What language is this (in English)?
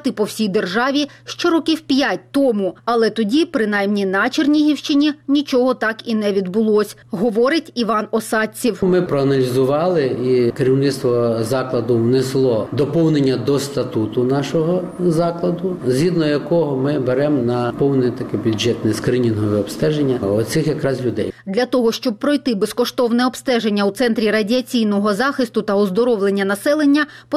Ukrainian